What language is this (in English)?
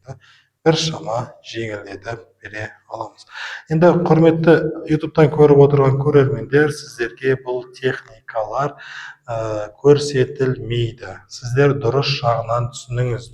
Kazakh